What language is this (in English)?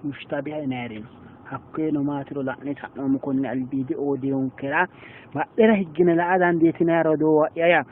Sidamo